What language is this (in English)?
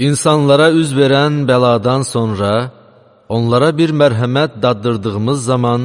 Azerbaijani